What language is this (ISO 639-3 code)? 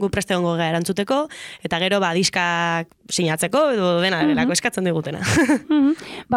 eus